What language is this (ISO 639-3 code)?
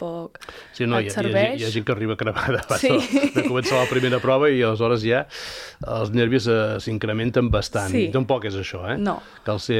cat